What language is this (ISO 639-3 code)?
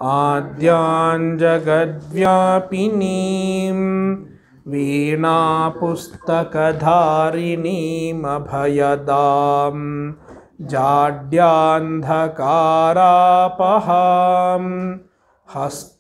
san